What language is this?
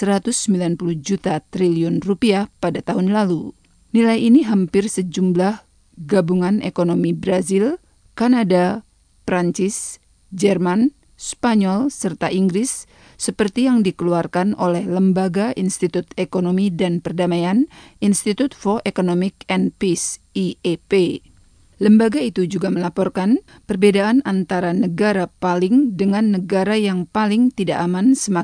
Indonesian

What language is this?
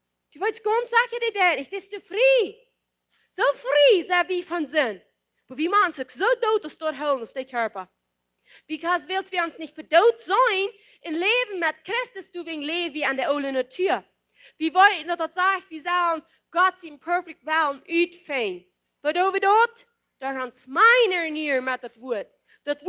Plautdietsch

